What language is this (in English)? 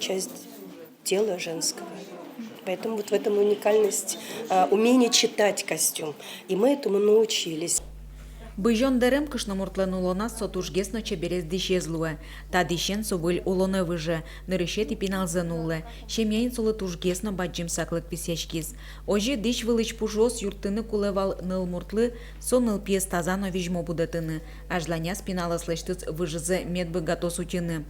Udmurt